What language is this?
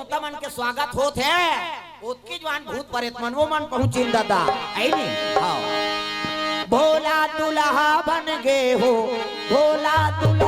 Chhattisgarhi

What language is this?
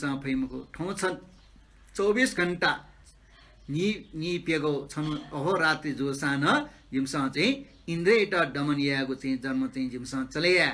Newari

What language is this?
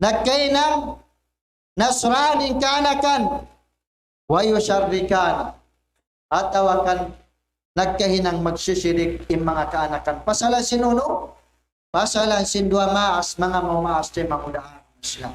Tausug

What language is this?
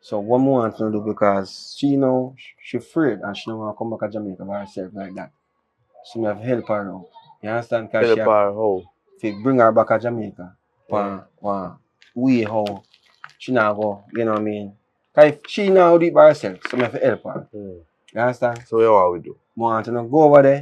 Jamaican Creole English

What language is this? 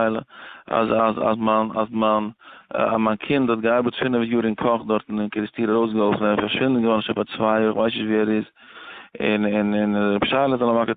Yiddish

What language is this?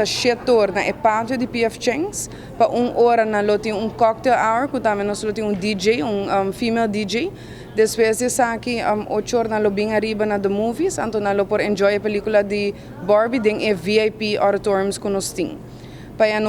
Papiamento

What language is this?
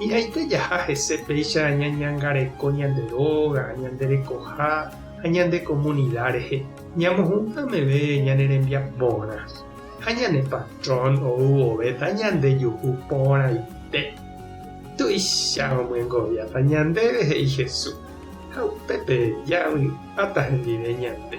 Guarani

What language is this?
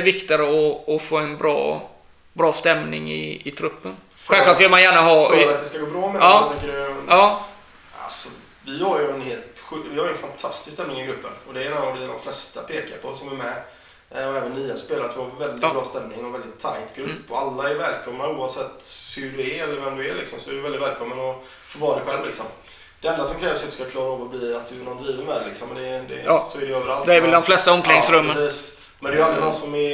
Swedish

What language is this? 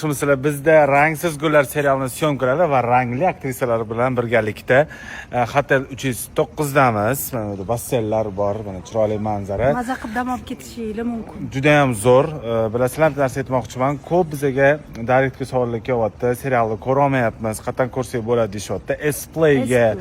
Uzbek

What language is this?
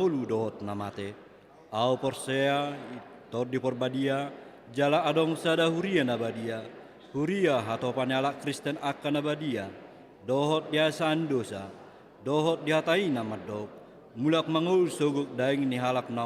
Batak Toba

